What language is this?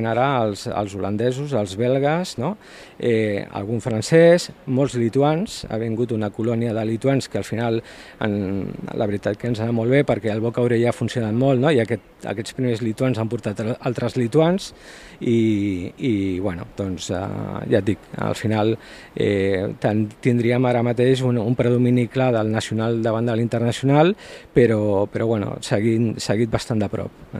Catalan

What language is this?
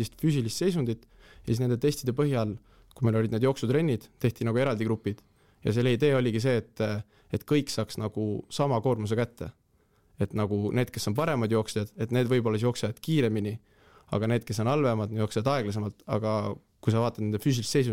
Estonian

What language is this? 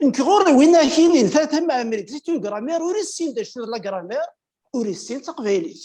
Kabyle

